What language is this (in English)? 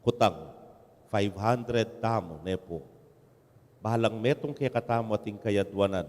Pampanga